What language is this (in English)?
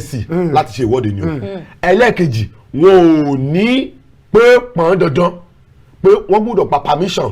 Yoruba